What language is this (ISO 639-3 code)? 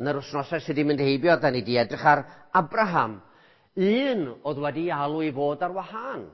cym